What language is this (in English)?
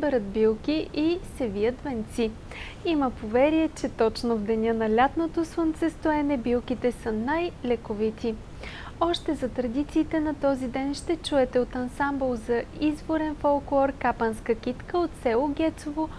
Bulgarian